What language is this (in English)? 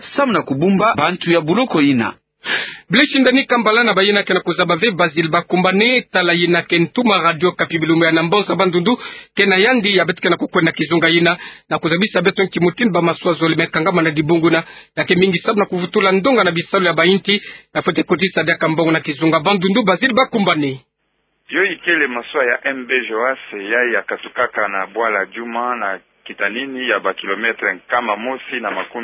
Kituba (Democratic Republic of Congo)